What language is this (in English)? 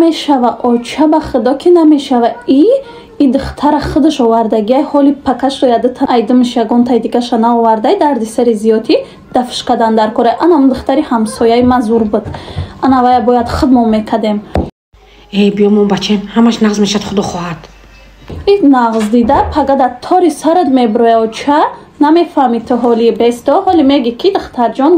Tajik